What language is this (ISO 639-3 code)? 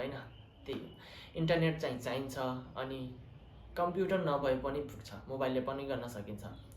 nep